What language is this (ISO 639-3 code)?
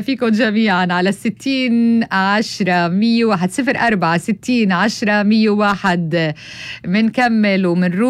apc